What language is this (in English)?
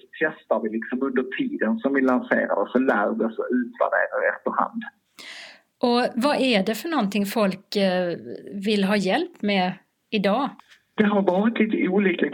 Swedish